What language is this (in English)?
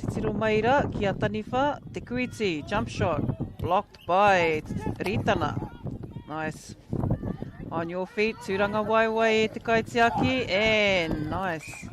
Māori